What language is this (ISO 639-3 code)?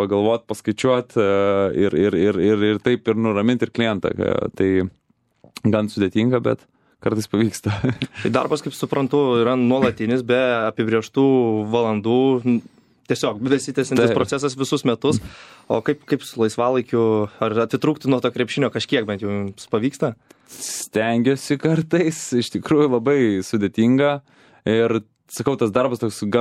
lit